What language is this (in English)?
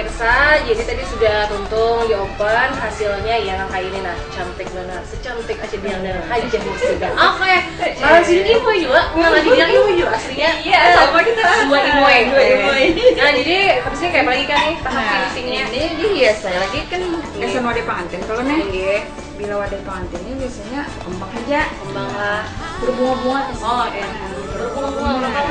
Banjar